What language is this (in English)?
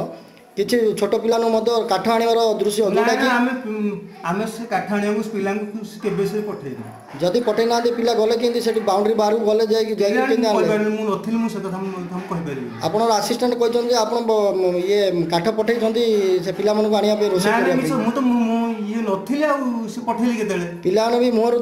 Odia